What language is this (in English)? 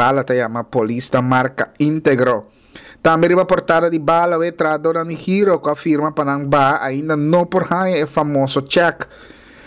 Papiamento